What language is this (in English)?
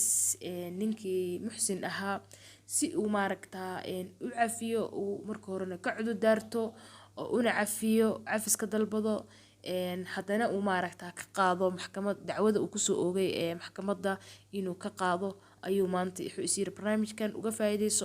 Somali